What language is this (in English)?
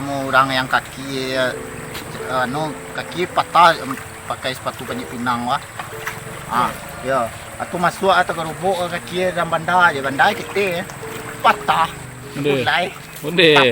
Minangkabau